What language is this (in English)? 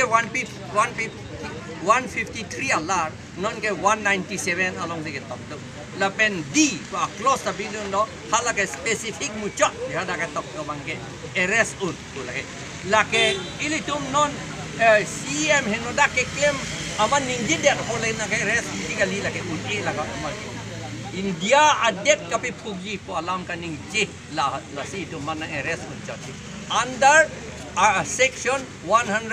Karbi